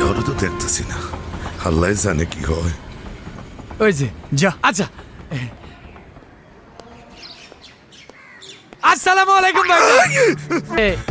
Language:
Bangla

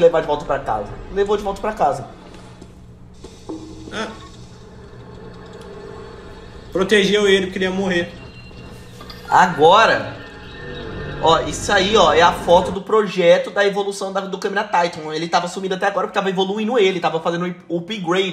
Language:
Portuguese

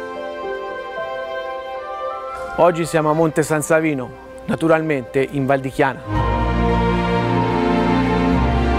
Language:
Italian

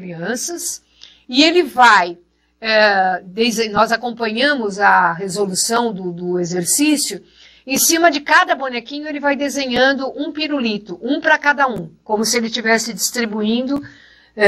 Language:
Portuguese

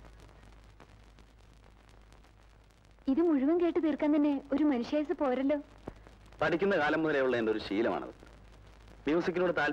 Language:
Malayalam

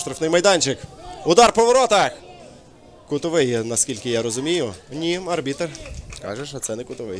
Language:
Ukrainian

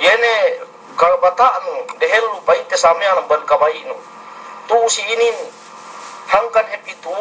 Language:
Yakan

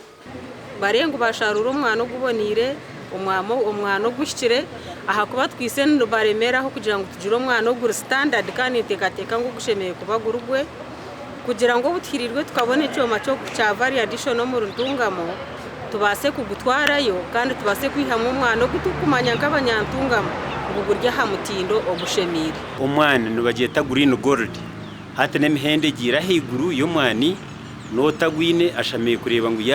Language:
Nyankole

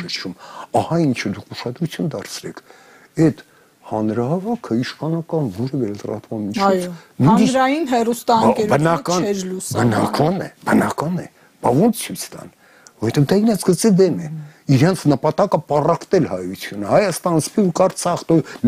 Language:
Armenian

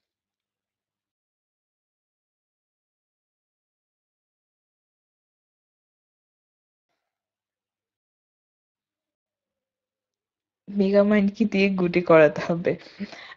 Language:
Bangla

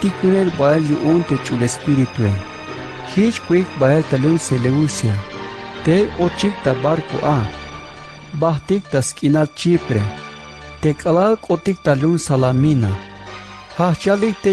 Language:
Tzeltal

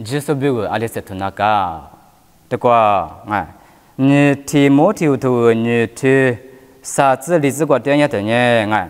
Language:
Lisu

